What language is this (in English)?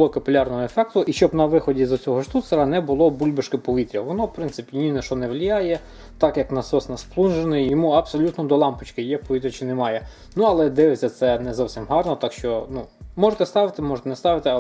Ukrainian